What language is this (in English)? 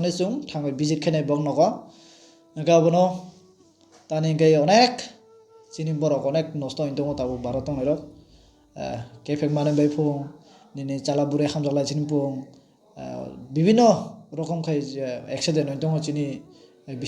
Kok Borok